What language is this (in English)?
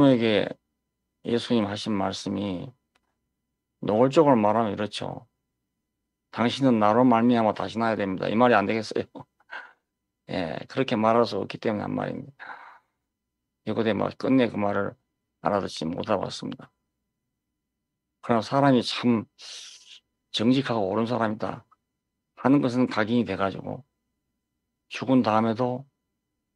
Korean